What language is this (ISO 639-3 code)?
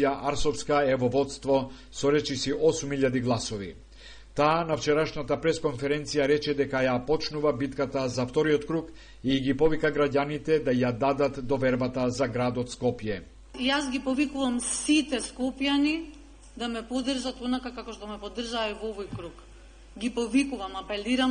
mkd